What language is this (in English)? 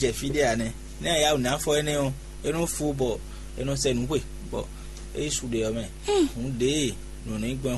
Fon